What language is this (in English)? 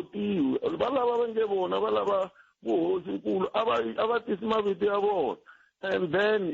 Tsonga